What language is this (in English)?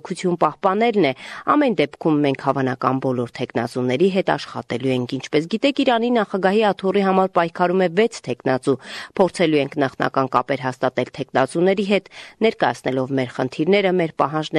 Armenian